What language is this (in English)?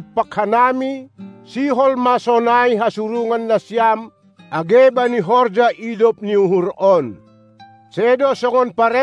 Batak Simalungun